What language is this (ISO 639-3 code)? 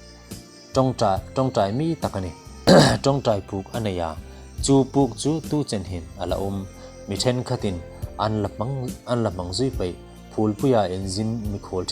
hmr